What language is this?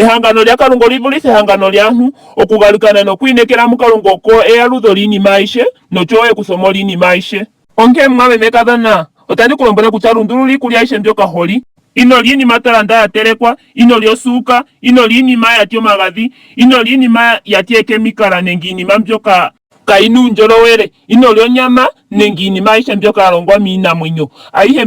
Ndonga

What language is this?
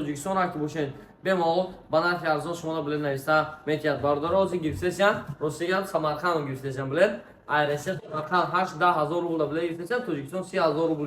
Tajik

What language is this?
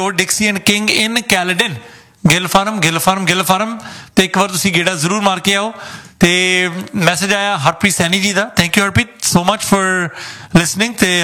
Punjabi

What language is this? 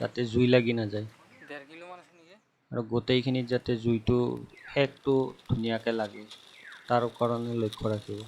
Assamese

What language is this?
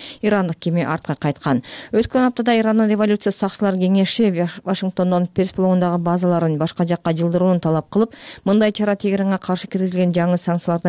Kyrgyz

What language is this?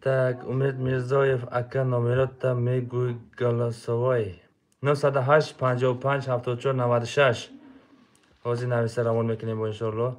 Tajik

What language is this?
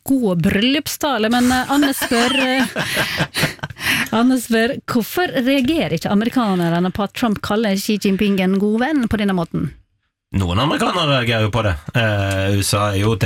Norwegian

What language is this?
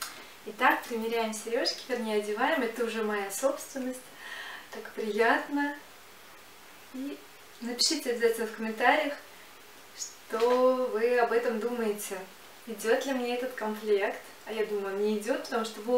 Russian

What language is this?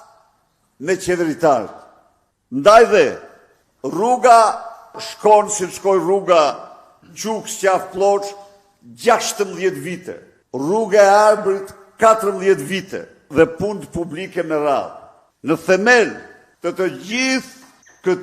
Albanian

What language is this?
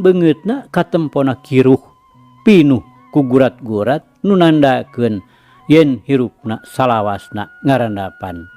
Sundanese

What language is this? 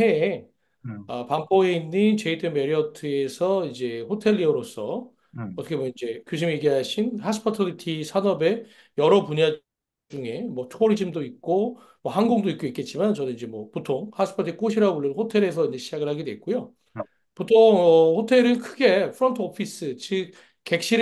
Korean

